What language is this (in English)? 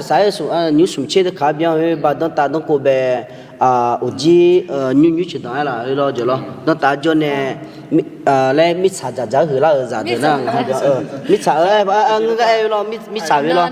Akha